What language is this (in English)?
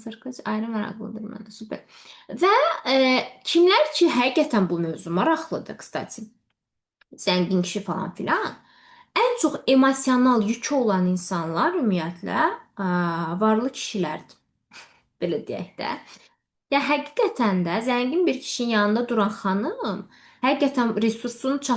Azerbaijani